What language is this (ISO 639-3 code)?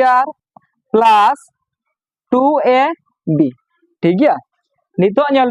sat